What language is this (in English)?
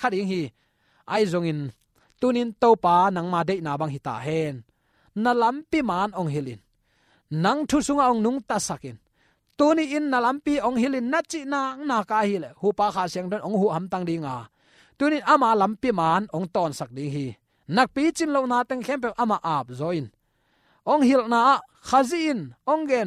Tedim Chin